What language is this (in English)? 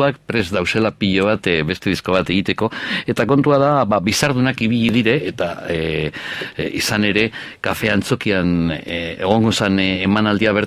Basque